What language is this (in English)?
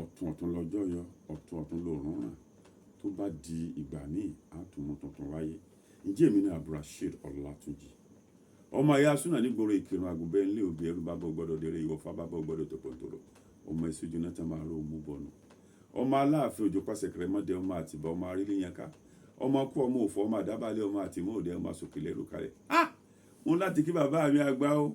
Yoruba